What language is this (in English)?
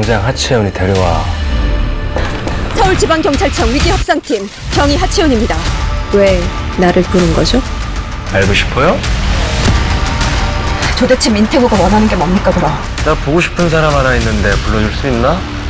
Korean